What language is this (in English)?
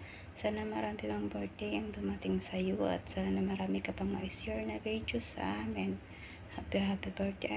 Filipino